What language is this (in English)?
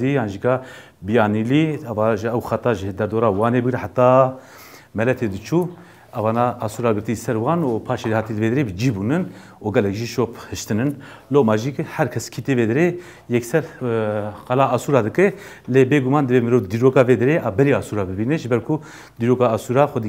Kurdish